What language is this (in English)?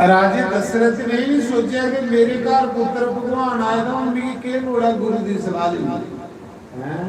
Dogri